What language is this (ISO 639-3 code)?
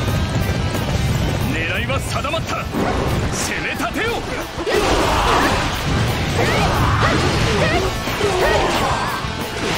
jpn